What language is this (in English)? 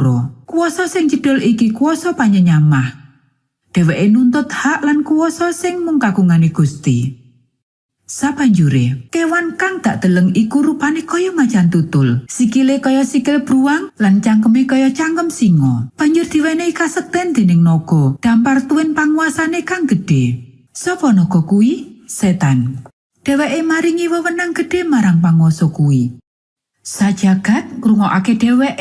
Javanese